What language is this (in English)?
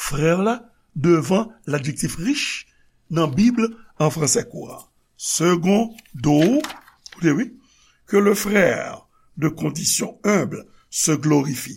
Haitian Creole